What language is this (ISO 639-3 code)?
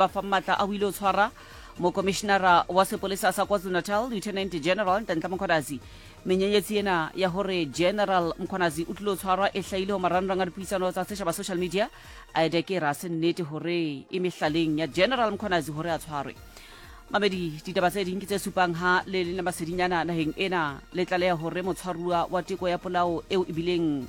sot